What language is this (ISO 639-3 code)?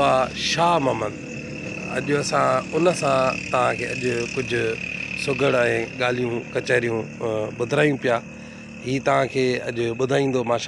snd